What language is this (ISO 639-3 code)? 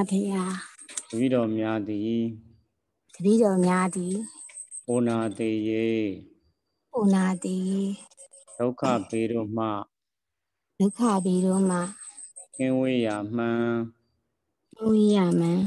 mya